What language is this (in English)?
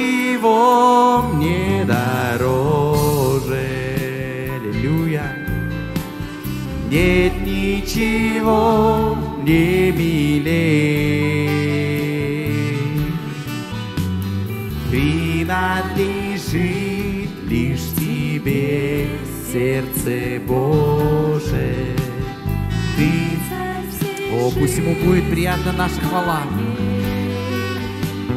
Russian